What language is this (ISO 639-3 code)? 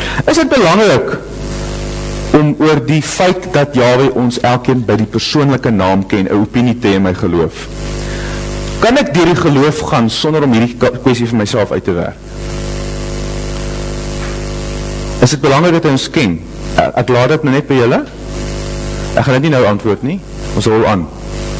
afr